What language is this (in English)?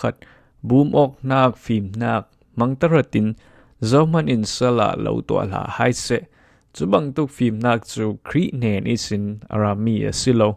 Falam Chin